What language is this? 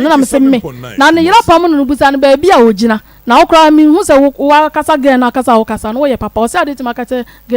Akan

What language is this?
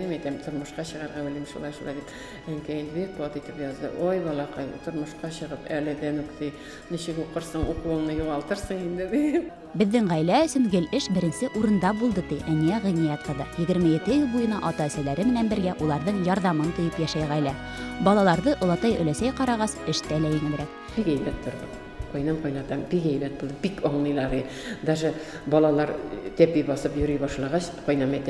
Bashkir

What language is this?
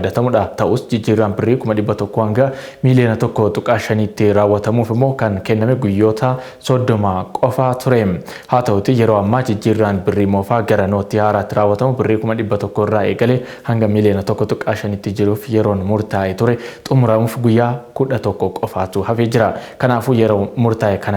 Oromo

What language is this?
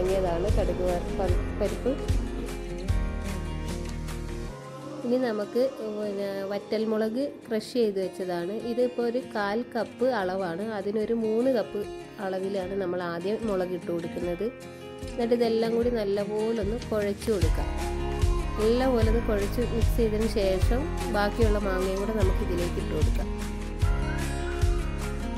Malayalam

